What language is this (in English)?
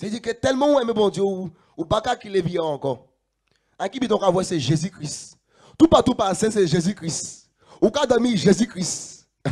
Guadeloupean Creole French